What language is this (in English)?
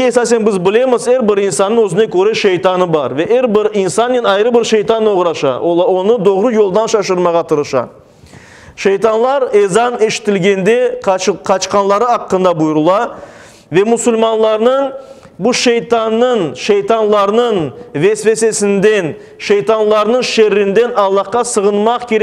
Crimean Tatar